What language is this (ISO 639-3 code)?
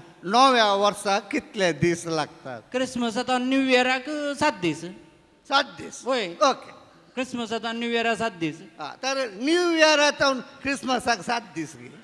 kok